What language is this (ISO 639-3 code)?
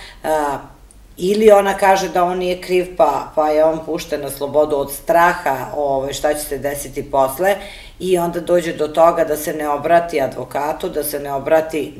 srp